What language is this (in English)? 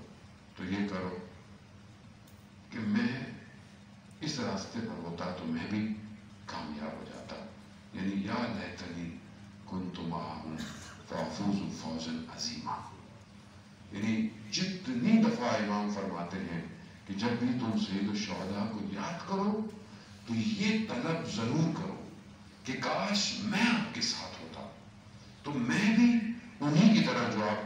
Urdu